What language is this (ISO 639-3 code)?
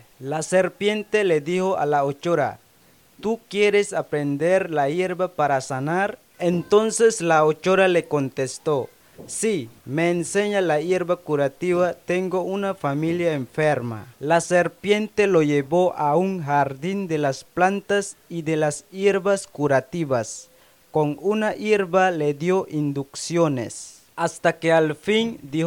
spa